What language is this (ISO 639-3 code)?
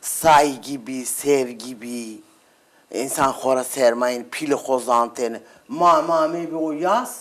zza